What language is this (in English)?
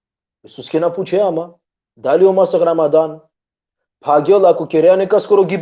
Balkan Romani